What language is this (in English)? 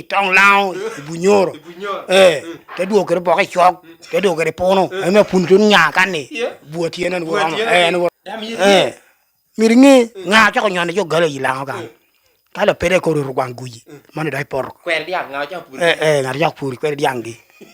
Lango (Uganda)